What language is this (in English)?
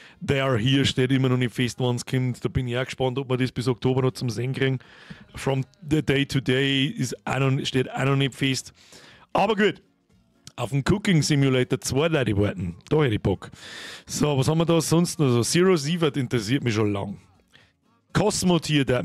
Bavarian